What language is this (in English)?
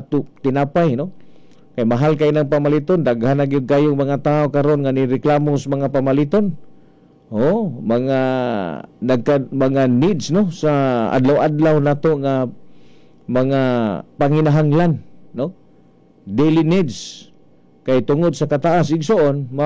Cebuano